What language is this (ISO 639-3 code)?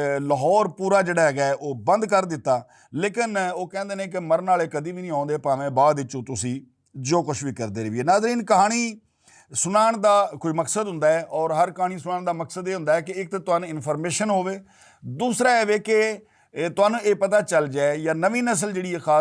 lah